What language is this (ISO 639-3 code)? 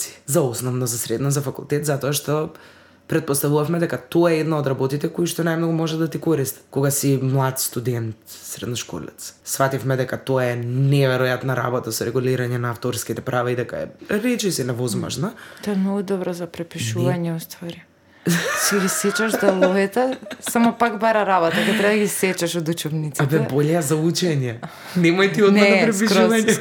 mkd